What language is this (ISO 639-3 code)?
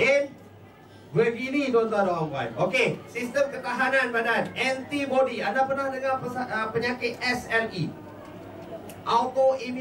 msa